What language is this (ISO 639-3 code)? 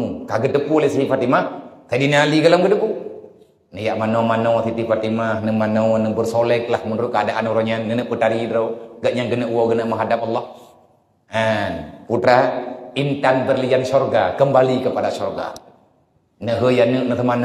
ace